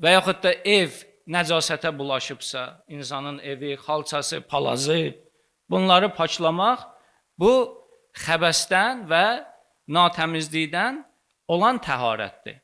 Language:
Azerbaijani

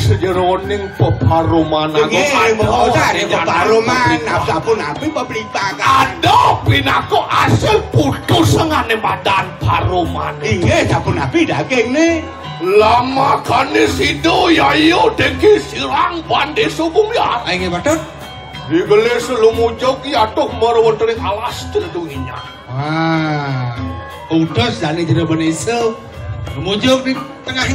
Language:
Balinese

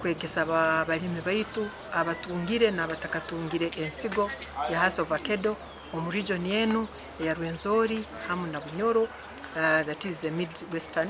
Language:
Nyankole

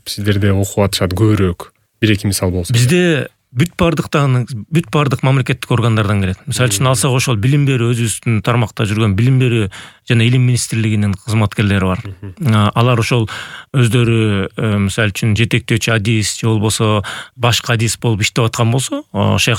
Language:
Kyrgyz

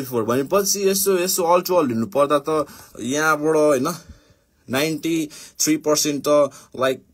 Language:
Nepali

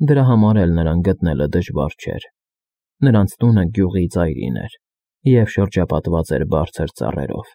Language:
Armenian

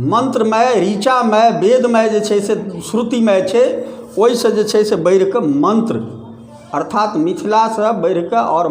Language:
Maithili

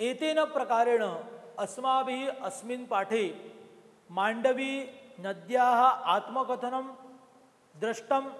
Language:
Sanskrit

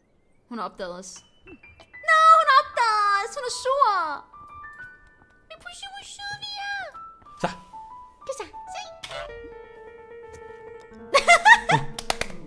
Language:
Danish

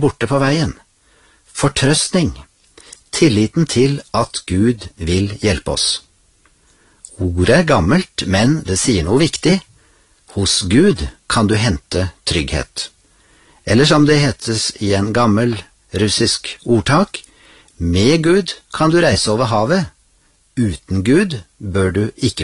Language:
Norwegian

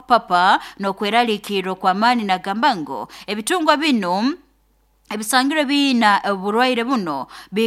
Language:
Nyoro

